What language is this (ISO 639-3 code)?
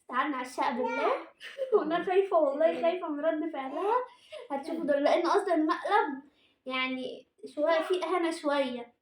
arz